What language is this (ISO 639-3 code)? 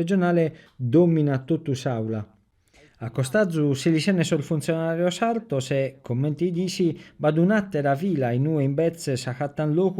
srd